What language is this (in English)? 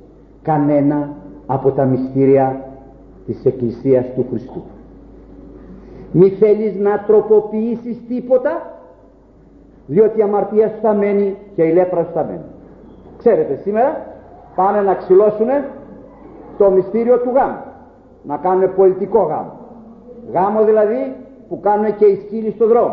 Greek